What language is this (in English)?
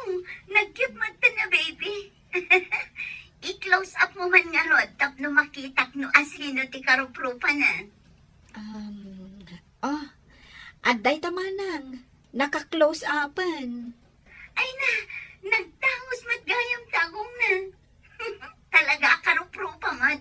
Iloko